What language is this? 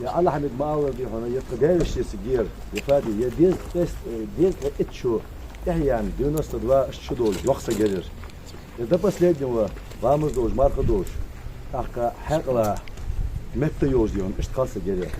Ingush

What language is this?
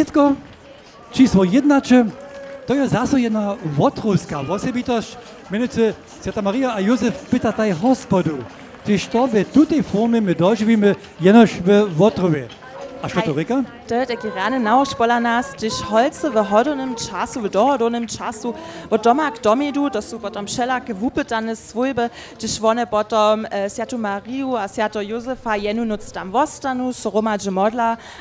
Upper Sorbian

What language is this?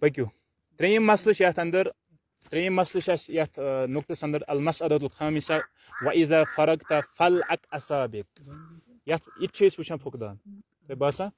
Kashmiri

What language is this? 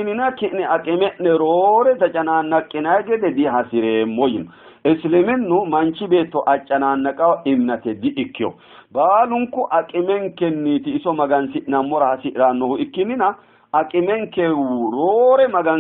Sidamo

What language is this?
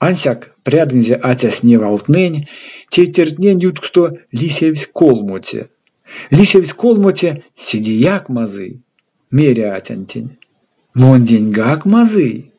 Erzya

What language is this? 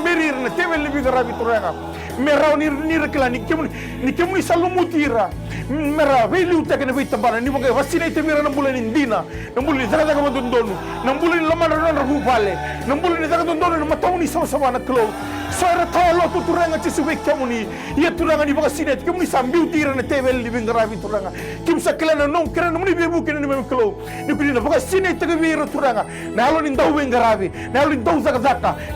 Fijian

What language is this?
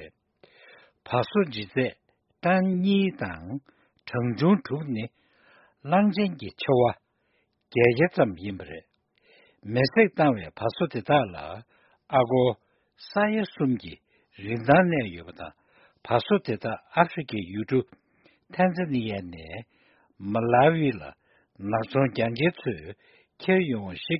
Tibetan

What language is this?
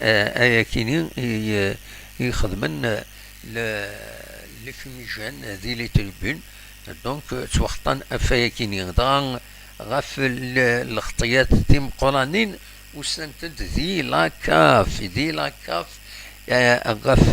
Kabyle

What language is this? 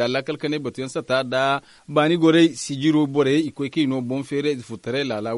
Zarma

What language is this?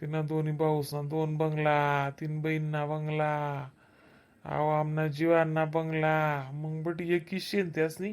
Khandesi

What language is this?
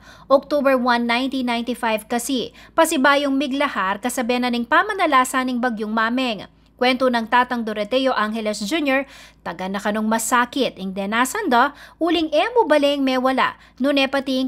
Pampanga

